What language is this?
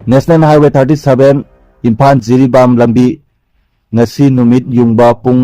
Manipuri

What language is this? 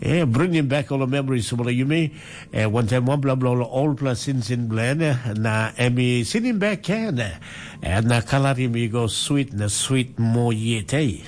Tok Pisin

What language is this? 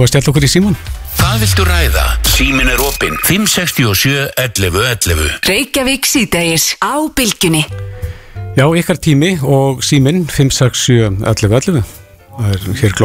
Icelandic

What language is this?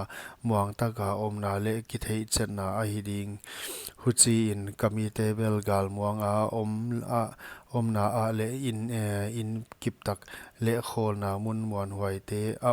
Paite Chin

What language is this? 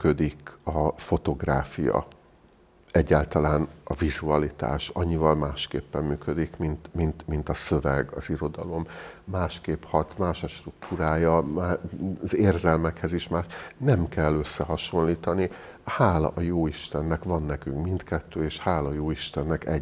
Hungarian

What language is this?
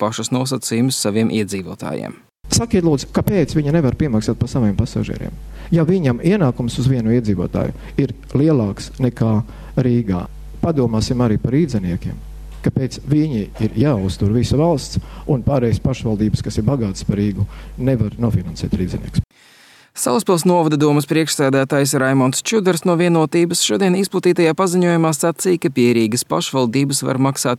Latvian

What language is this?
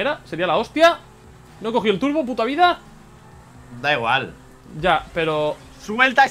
Spanish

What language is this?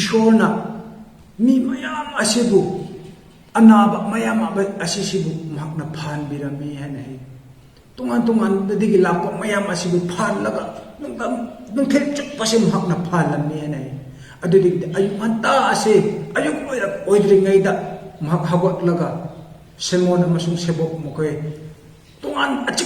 Manipuri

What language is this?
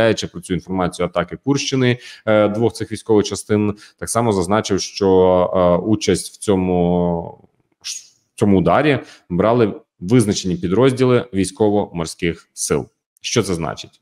Ukrainian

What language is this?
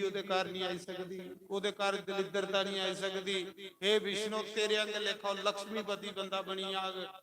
Dogri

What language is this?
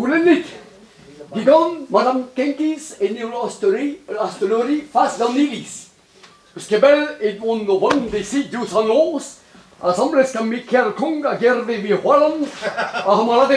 Breton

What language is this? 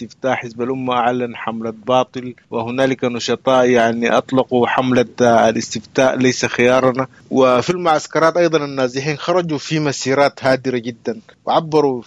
Sudanese Arabic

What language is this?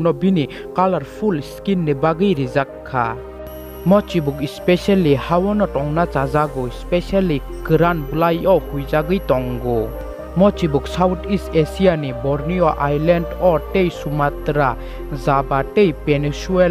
Kok Borok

